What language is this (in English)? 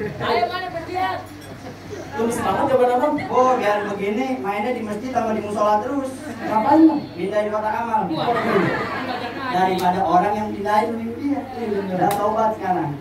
Betawi